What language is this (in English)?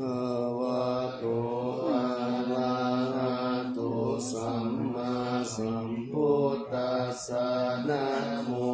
Pali